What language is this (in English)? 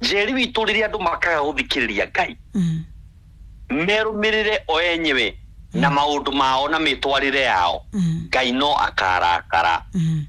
Kikuyu